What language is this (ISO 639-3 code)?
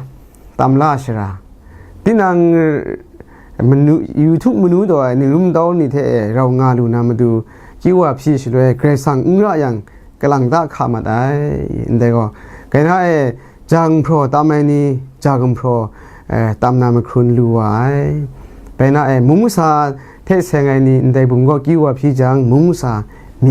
kac